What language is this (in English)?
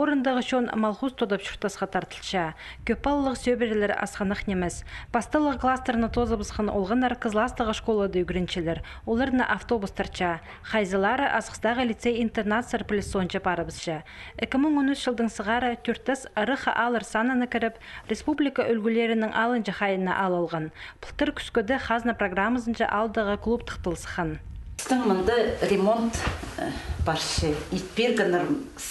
Khakas